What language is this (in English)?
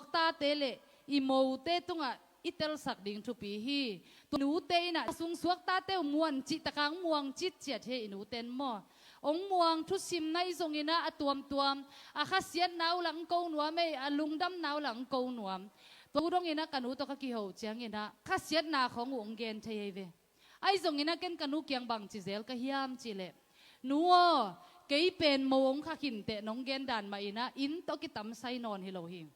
Tedim Chin